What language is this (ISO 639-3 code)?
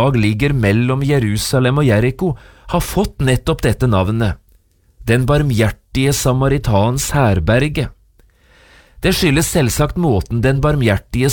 nor